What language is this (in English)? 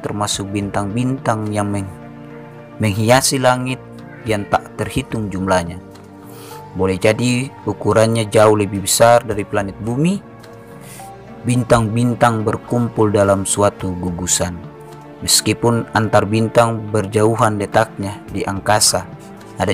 Indonesian